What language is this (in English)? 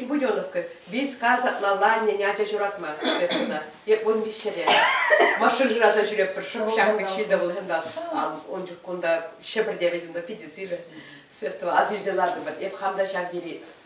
Chuvash